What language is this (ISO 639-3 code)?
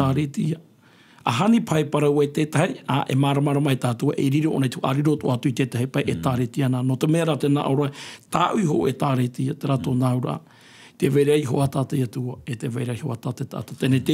tah